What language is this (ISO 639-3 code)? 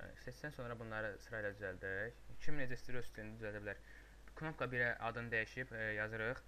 aze